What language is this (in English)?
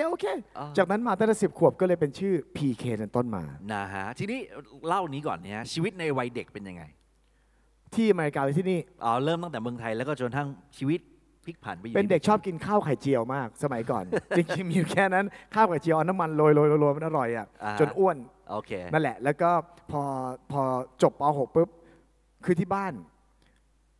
Thai